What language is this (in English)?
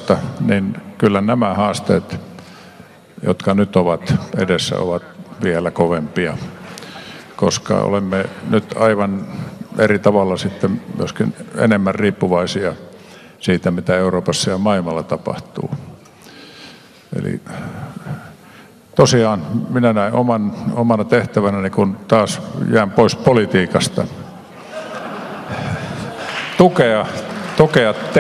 Finnish